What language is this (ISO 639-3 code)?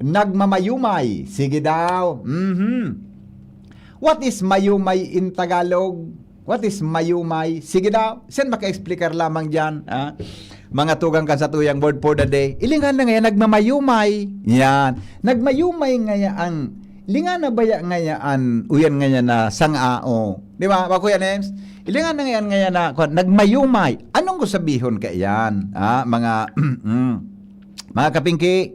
bik